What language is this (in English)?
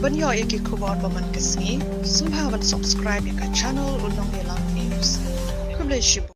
Khasi